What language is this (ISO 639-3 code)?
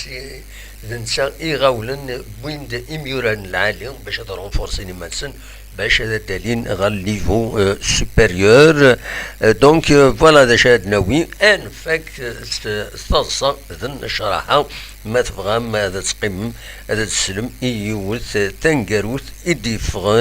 kab